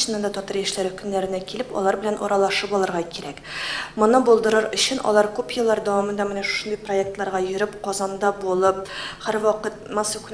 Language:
Tatar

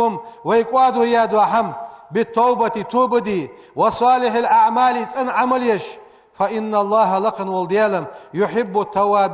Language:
Ingush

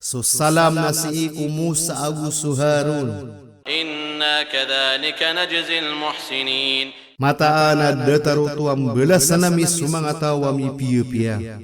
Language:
Maranao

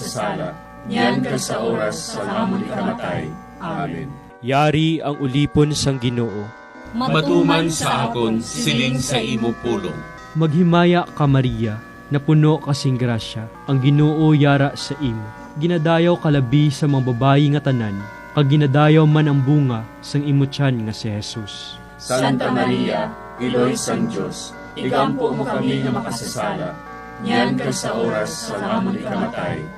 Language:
Hiligaynon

